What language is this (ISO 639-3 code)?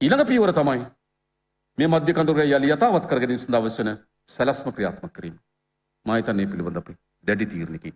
sin